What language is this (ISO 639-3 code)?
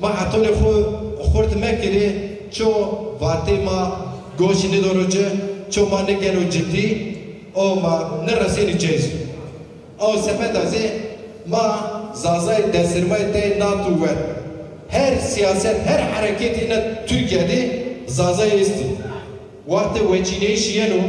zza